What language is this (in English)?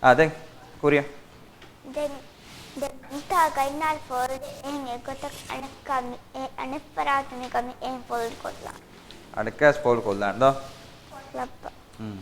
Divehi